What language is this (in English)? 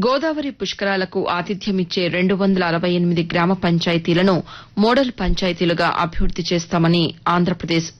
Telugu